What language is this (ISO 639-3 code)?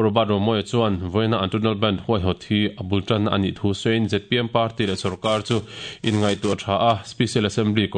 lus